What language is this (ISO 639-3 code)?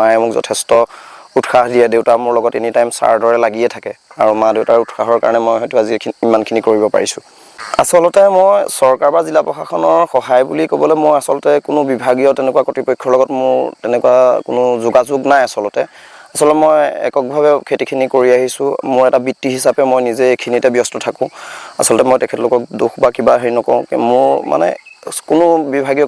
asm